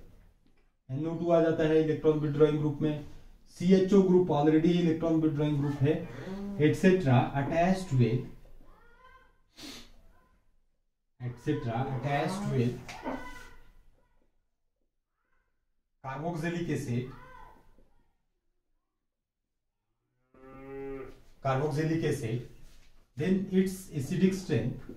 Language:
Hindi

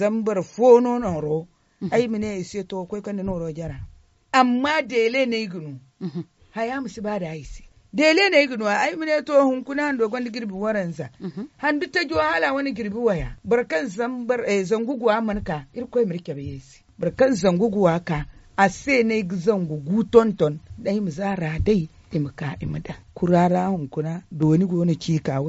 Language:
Zarma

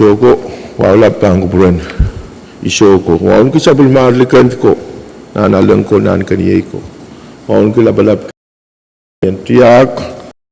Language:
Pohnpeian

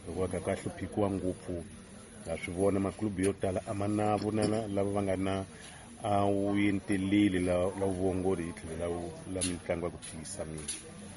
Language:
Tsonga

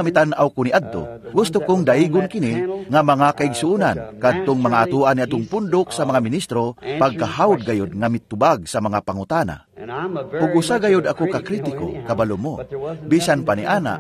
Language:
Cebuano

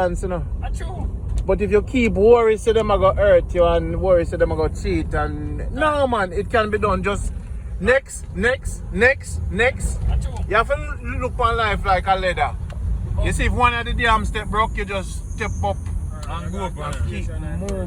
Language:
Jamaican Creole English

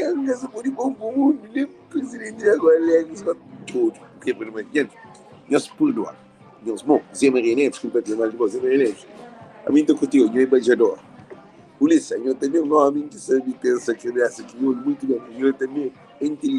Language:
Kabuverdianu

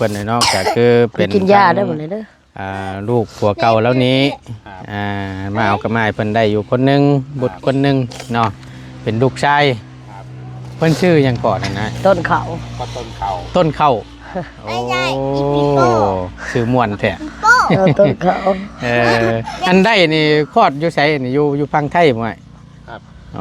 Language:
Northeastern Thai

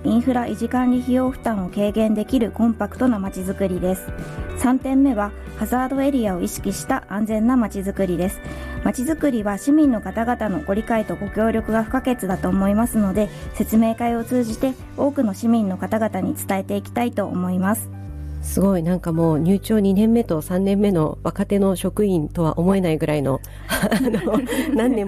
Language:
Japanese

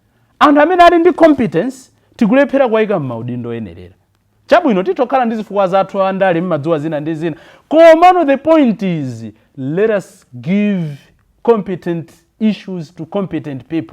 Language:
Nyanja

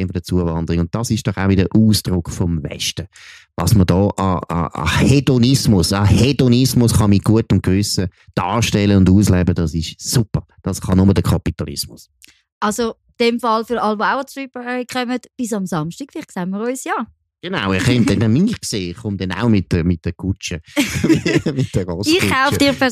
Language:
German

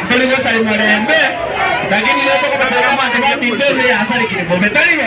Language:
Gusii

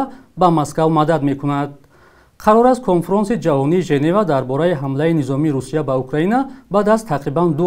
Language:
Tajik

